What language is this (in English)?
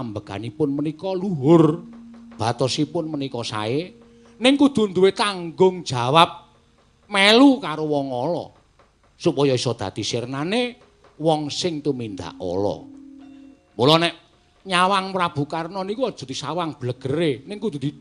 Javanese